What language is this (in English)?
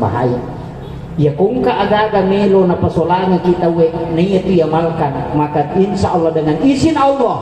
Buginese